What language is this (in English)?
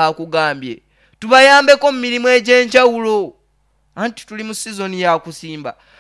Nyoro